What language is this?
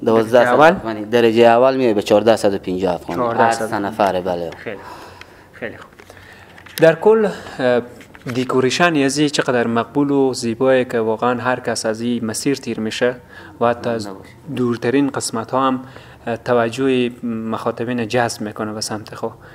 Persian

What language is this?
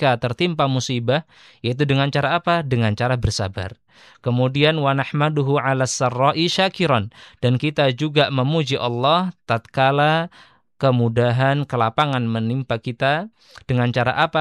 Indonesian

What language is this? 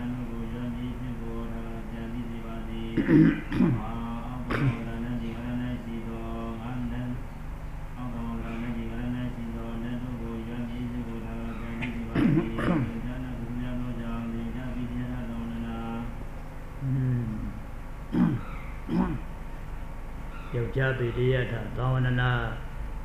Burmese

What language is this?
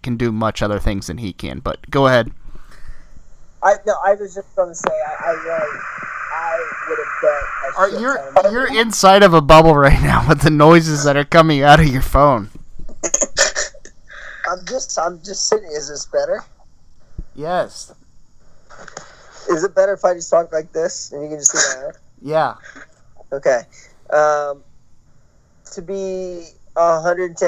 English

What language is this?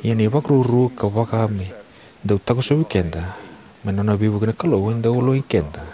Fijian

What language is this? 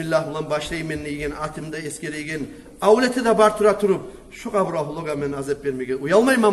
Kumyk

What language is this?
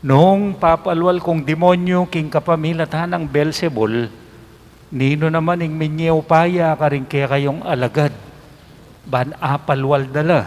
Pampanga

